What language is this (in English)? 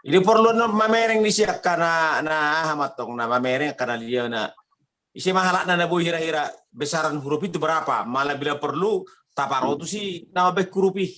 Batak Toba